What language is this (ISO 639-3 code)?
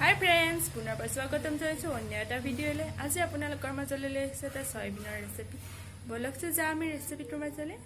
asm